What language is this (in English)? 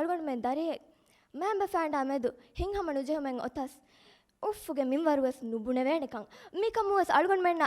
Divehi